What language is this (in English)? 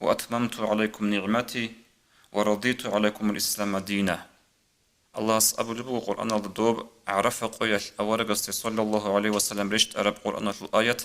Avaric